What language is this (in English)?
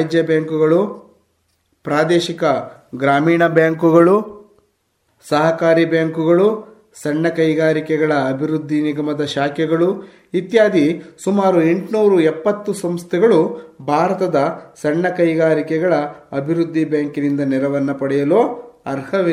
Kannada